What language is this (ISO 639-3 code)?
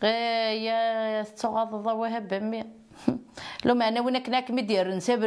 kab